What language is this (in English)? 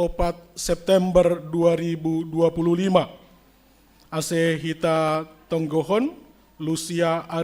Batak Simalungun